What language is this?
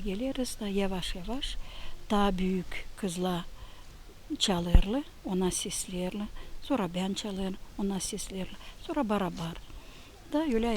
Gagauz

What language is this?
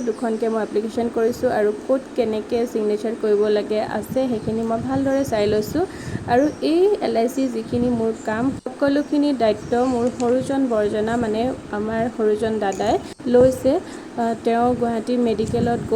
Assamese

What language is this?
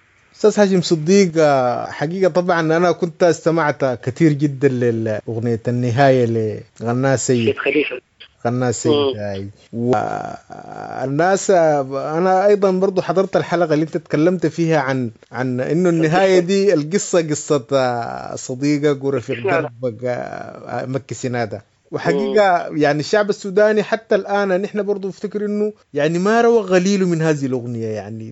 Sudanese Arabic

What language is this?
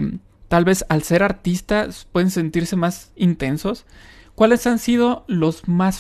Spanish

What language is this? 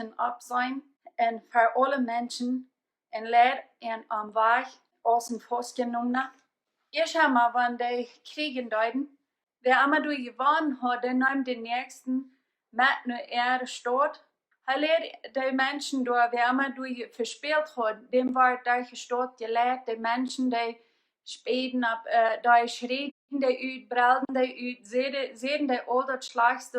Plautdietsch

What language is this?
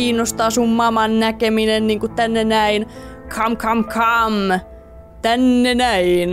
Finnish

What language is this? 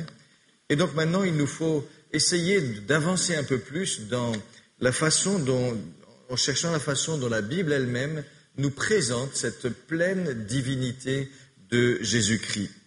French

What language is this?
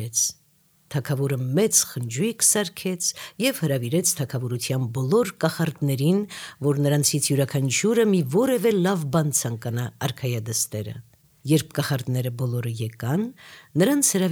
Armenian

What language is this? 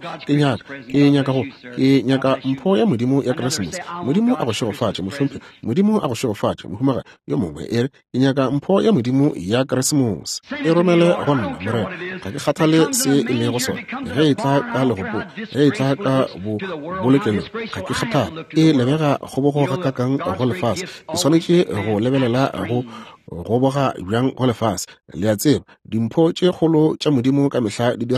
Northern Sotho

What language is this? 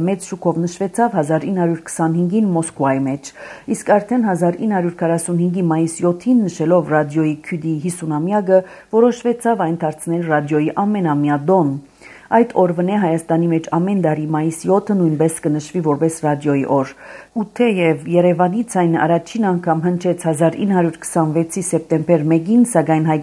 Armenian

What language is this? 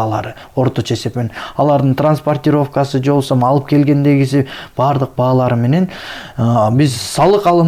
Kyrgyz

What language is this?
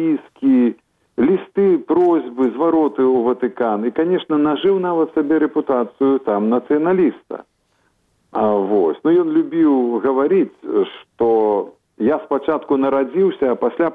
Belarusian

